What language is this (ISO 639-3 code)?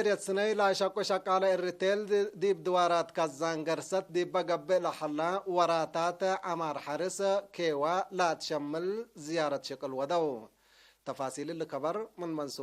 tig